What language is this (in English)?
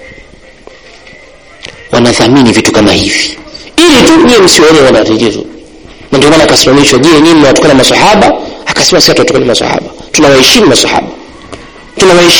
Swahili